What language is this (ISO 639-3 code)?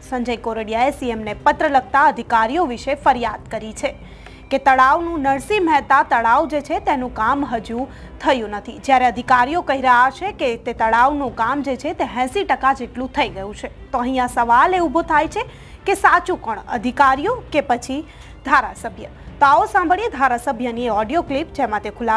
guj